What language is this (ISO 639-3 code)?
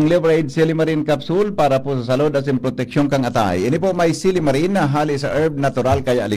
bik